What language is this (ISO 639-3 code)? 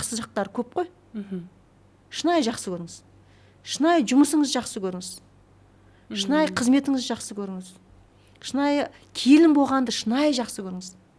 kaz